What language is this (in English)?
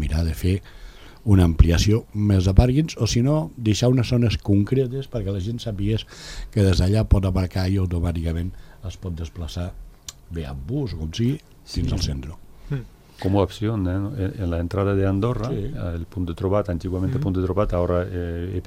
Catalan